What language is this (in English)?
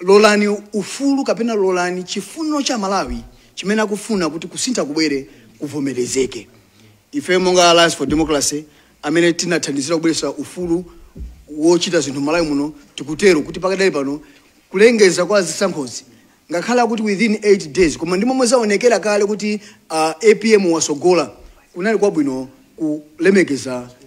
Nyanja